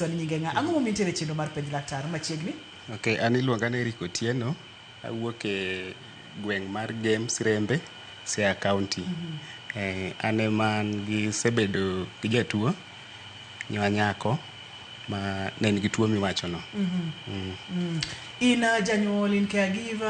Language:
Luo (Kenya and Tanzania)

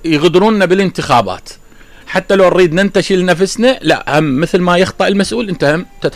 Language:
Mesopotamian Arabic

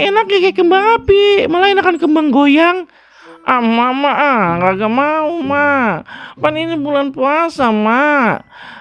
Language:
Betawi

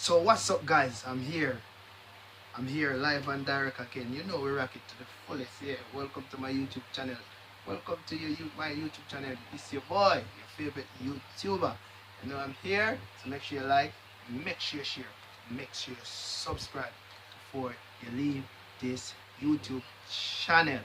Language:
Jamaican Creole English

